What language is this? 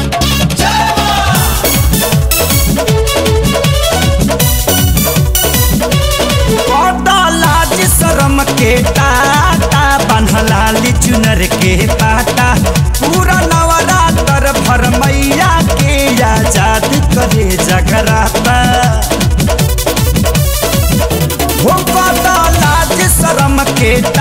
Bhojpuri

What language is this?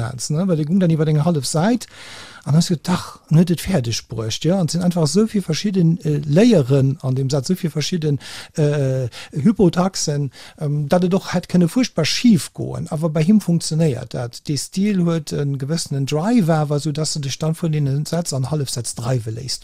Luxembourgish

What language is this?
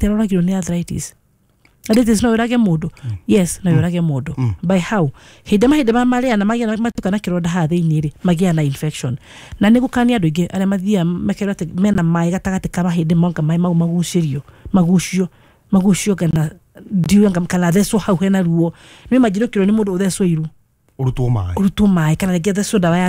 Kikuyu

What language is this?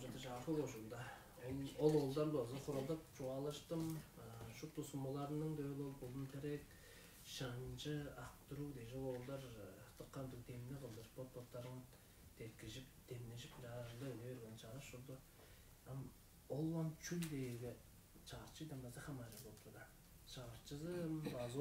Tuvinian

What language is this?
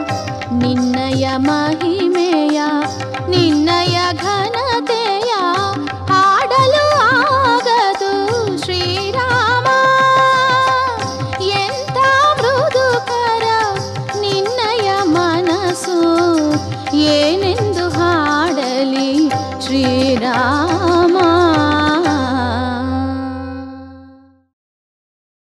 Kannada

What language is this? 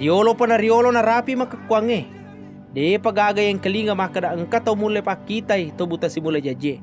Buginese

